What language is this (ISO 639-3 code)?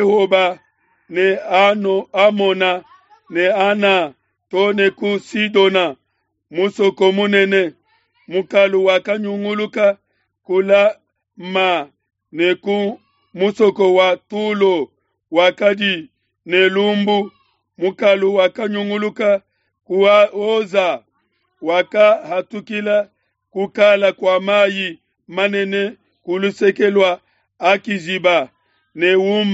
lua